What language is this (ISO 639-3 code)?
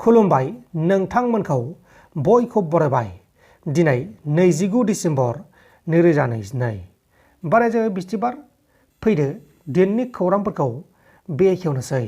brx